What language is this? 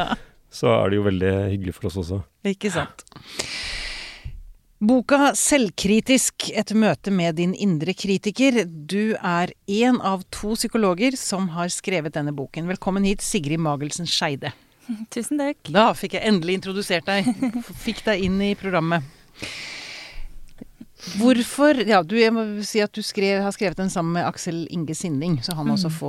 Norwegian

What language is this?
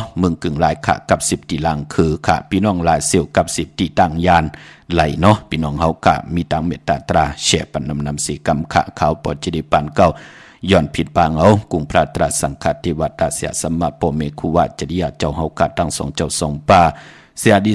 Shan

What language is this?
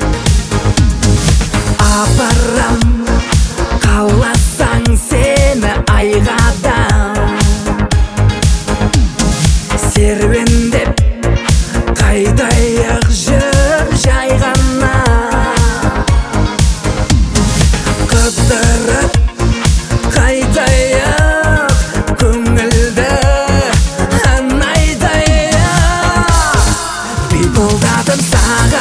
Kazakh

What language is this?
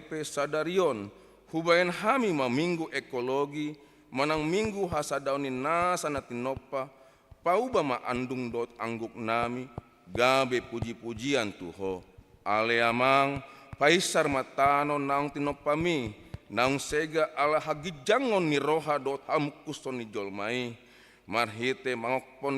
Batak Toba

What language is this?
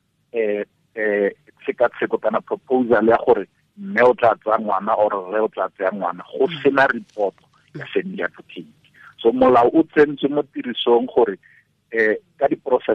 Tswana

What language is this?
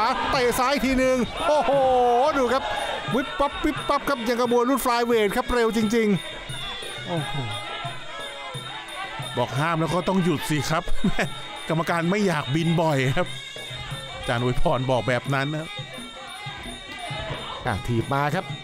Thai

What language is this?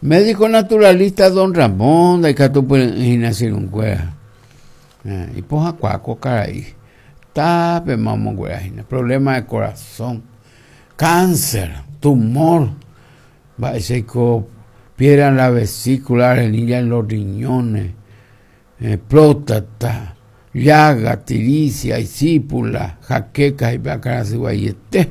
Guarani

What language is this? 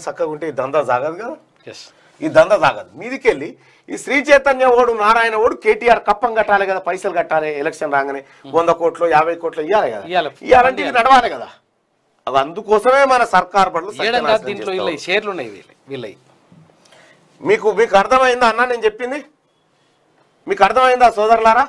Telugu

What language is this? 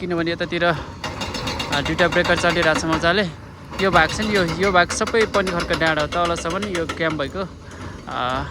Nepali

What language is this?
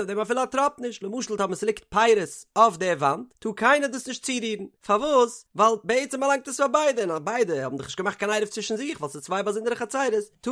Yiddish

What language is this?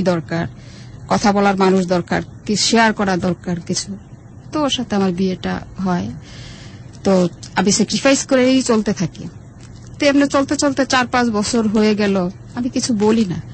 Bangla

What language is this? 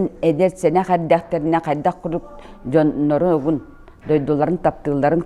Yakut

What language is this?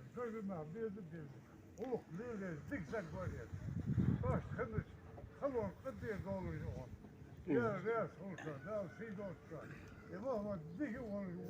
Ingush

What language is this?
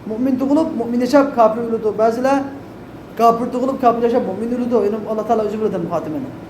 Uyghur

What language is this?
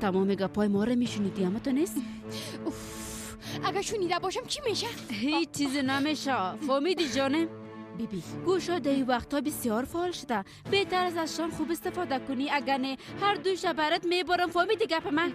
Persian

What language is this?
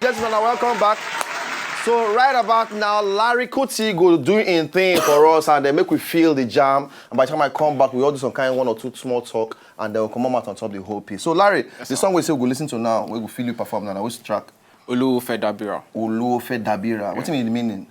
Nigerian Pidgin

